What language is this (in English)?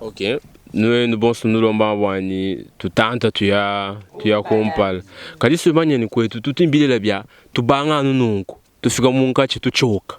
Luba-Lulua